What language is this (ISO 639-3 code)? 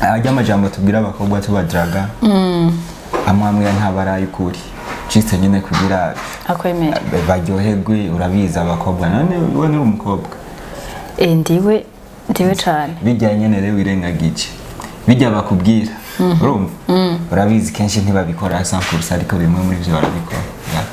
run